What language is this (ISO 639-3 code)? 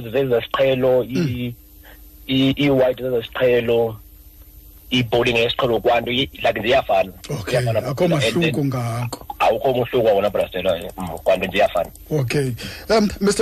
xho